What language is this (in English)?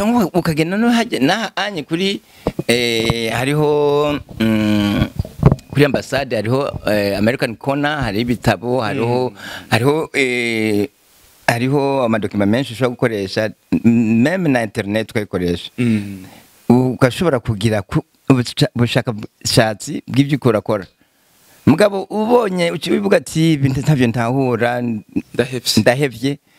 Rundi